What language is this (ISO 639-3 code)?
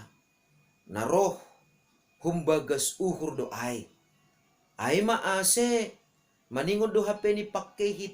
bts